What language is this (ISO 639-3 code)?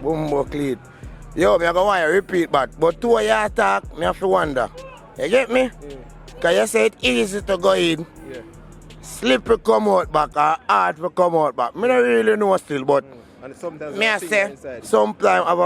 jam